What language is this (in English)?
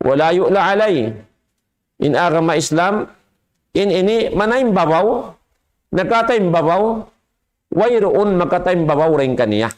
Tausug